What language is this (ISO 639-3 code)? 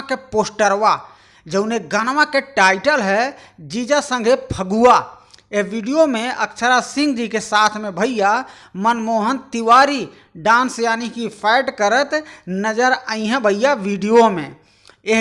bho